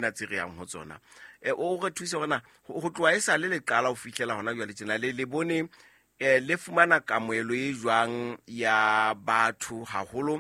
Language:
Southern Sotho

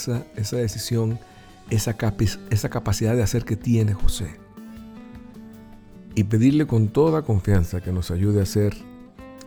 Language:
Spanish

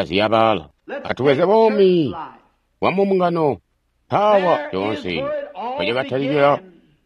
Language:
Tonga (Zambia)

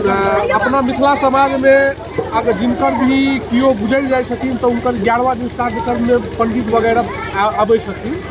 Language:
Maithili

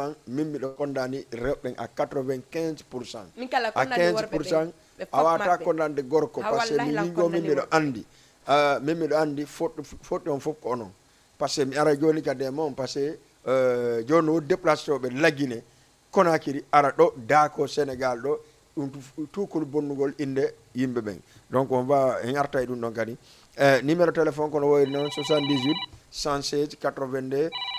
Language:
Fula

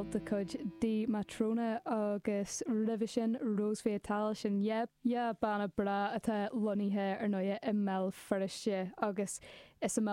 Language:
Irish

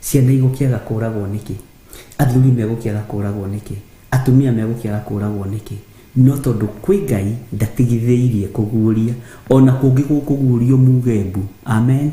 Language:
Kikuyu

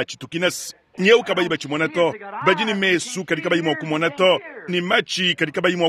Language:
Luba-Lulua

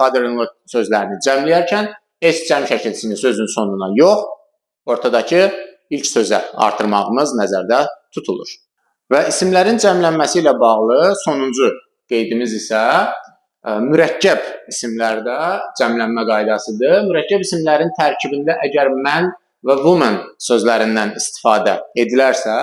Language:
Azerbaijani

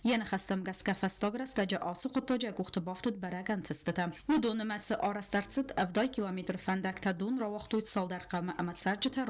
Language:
Ossetic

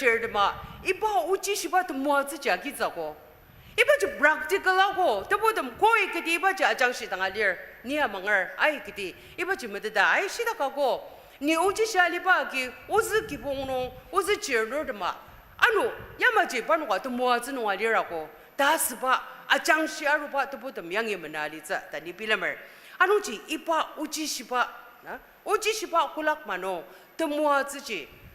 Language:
Ao Naga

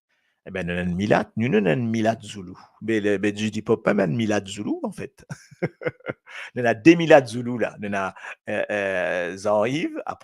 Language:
Morisyen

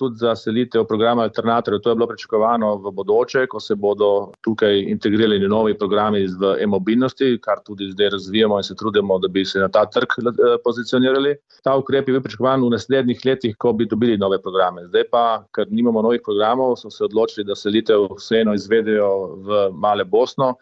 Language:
Slovenian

